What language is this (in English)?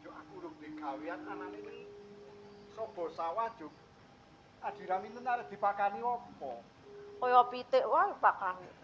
Javanese